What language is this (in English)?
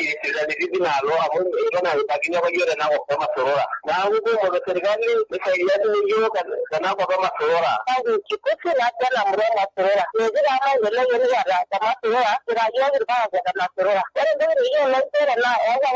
Masai